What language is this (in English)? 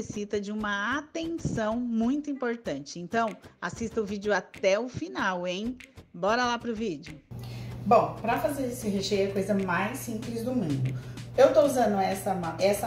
Portuguese